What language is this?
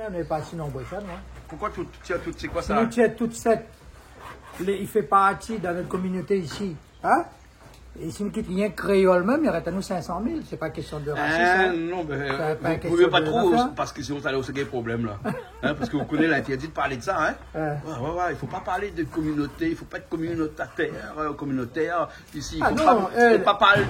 Réunion Creole French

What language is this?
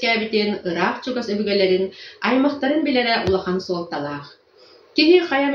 Yakut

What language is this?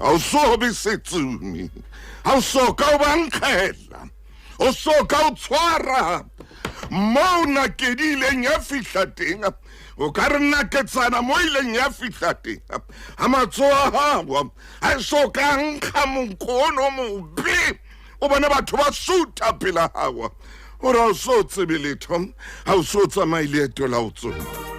Southern Sotho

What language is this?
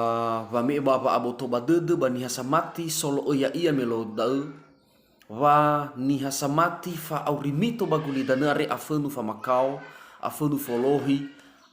Nias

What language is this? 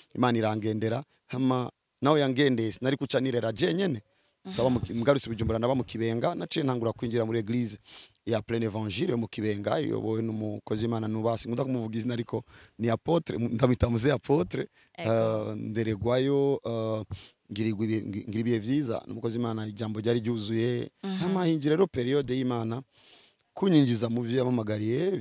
Rundi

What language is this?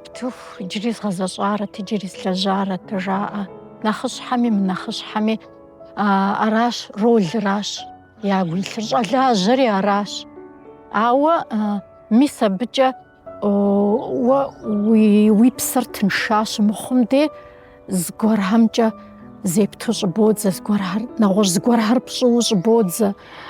Kabardian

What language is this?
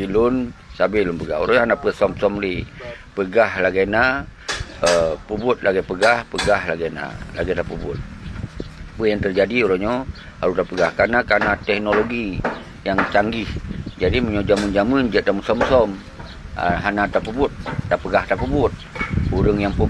Achinese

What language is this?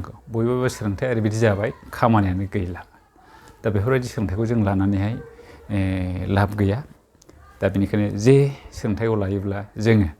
Bodo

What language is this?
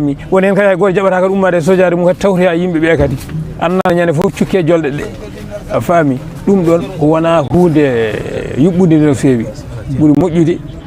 Fula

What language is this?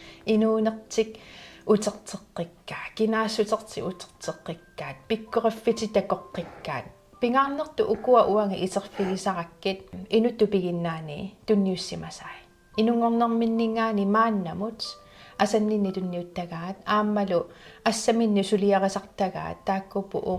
Kalaallisut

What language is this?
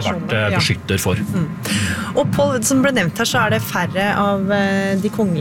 Norwegian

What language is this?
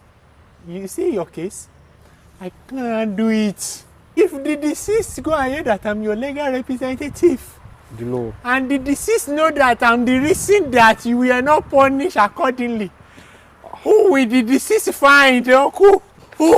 Nigerian Pidgin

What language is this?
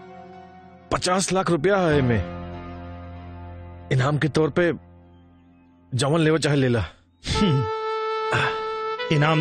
Bhojpuri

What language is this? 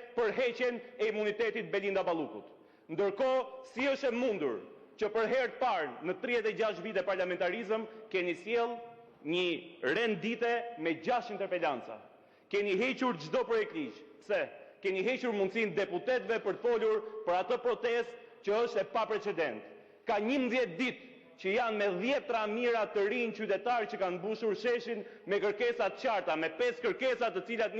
Albanian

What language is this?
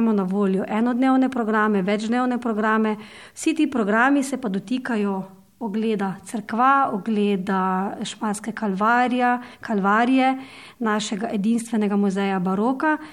Slovenian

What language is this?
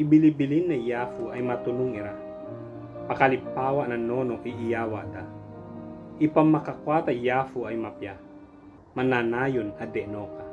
Ibanag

